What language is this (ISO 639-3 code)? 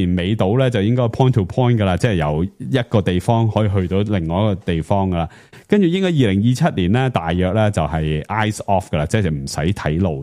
yue